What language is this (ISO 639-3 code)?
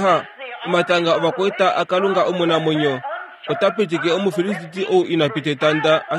kua